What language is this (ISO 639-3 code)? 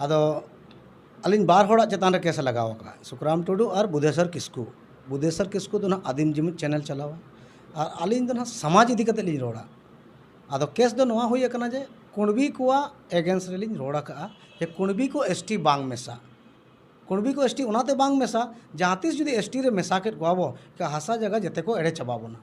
sat